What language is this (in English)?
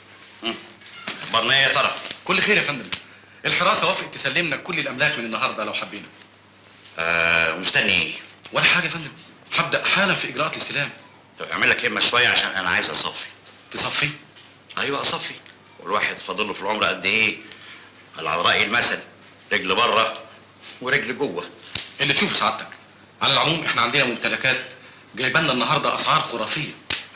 Egyptian Arabic